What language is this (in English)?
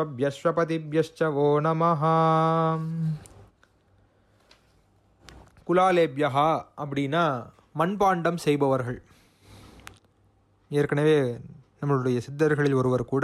Tamil